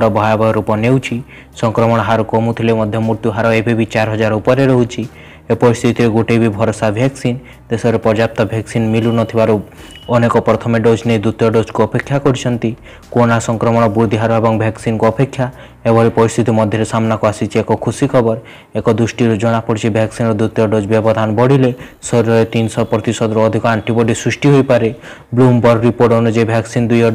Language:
Odia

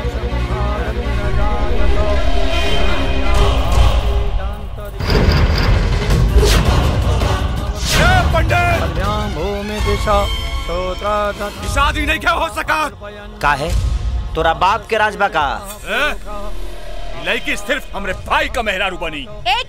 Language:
Bhojpuri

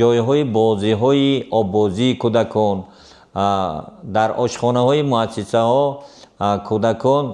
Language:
Tajik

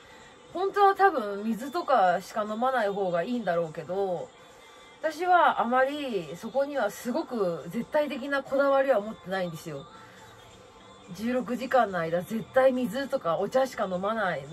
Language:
Japanese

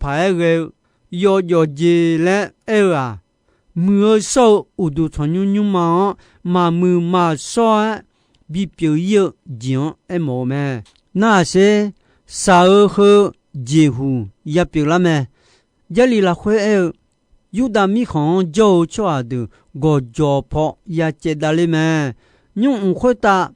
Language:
Akha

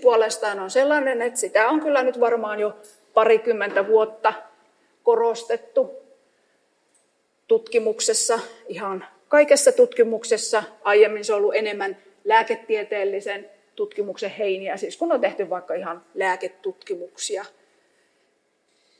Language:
Finnish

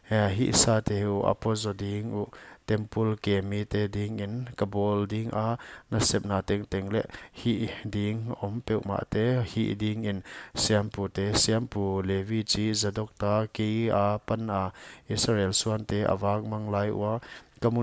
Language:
Paite Chin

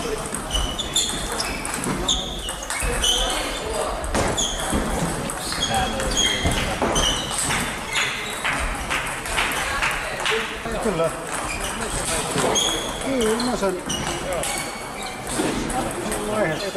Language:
Finnish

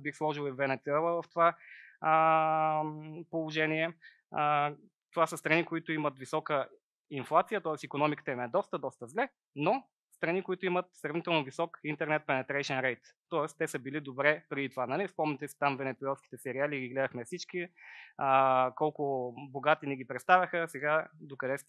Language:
Bulgarian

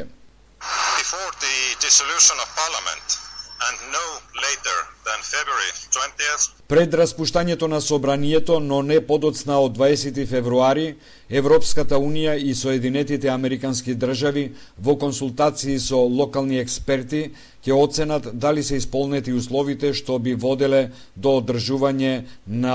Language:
Macedonian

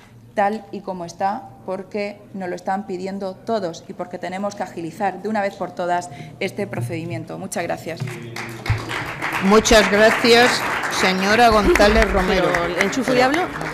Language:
Spanish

